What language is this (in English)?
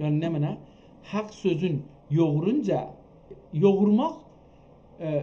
South Azerbaijani